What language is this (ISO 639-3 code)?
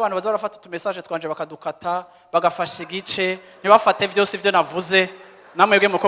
run